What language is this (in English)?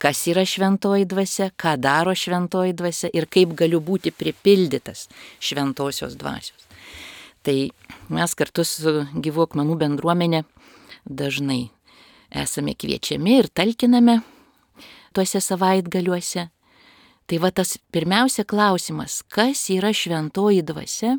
Lithuanian